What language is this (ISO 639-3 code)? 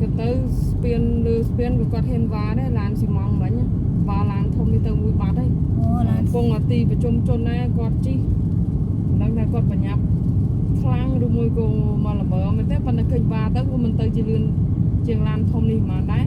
khm